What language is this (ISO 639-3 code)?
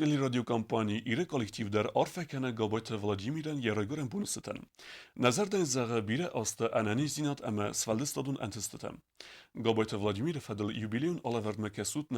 oss